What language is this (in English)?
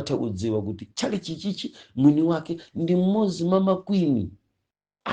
Nyanja